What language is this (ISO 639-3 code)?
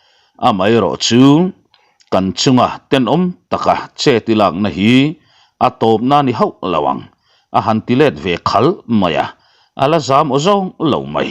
lus